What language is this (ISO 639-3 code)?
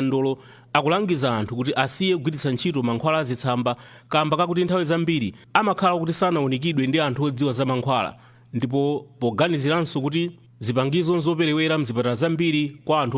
nya